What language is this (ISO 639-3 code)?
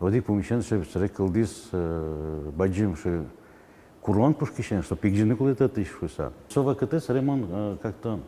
udm